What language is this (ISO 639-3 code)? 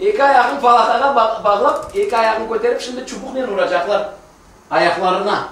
crh